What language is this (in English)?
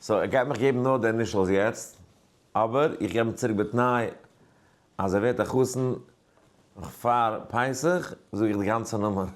Yiddish